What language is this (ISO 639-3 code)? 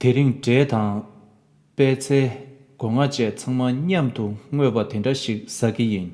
bod